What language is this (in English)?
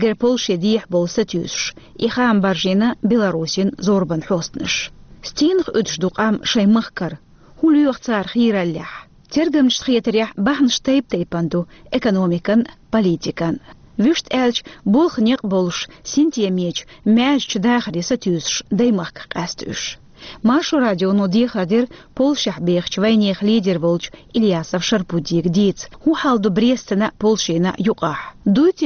Chechen